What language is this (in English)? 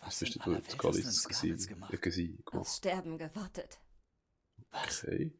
Swiss German